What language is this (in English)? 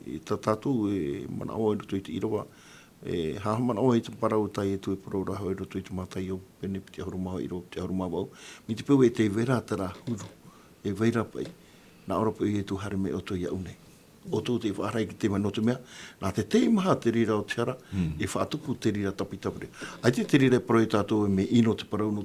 Tahitian